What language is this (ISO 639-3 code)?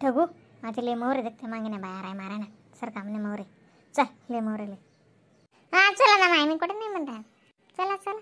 khn